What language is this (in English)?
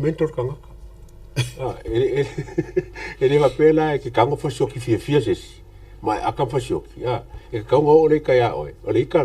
Samoan